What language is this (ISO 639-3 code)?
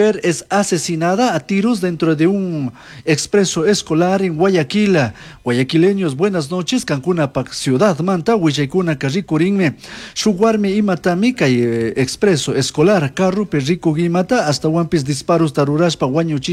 qug